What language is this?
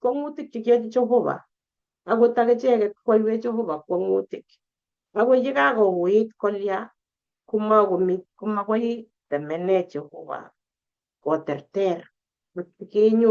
Kalenjin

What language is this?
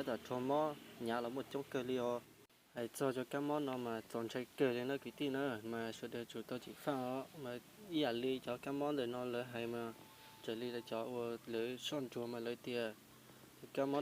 Hmong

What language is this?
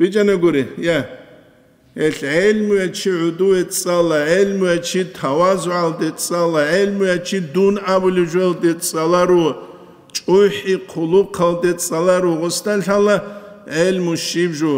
Avaric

